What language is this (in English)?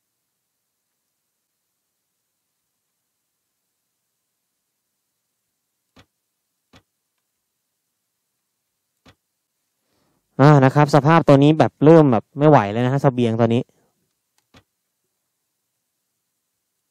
Thai